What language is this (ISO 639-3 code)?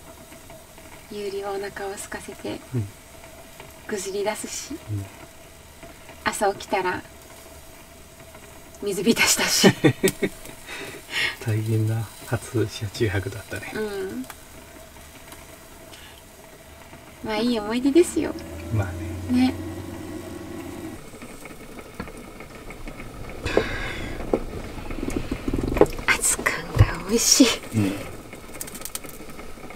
jpn